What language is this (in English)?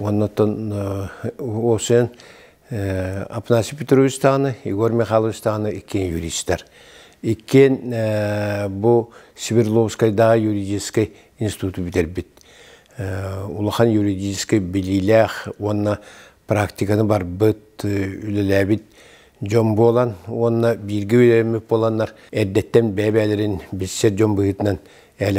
Yakut